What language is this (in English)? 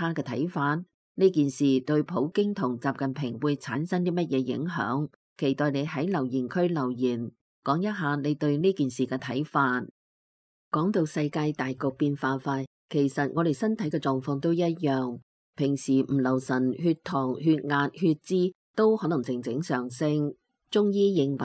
Cantonese